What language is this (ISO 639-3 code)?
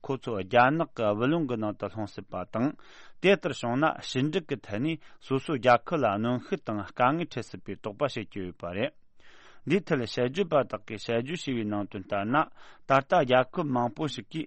bod